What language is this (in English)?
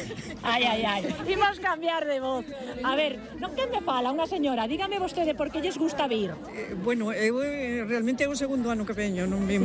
Galician